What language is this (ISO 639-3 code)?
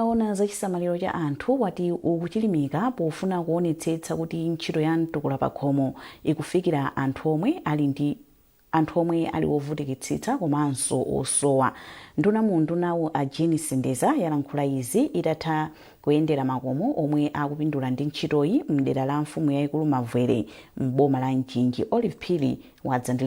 nya